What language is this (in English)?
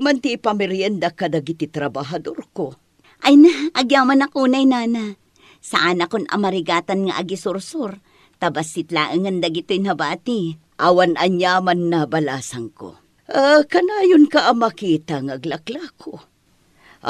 Iloko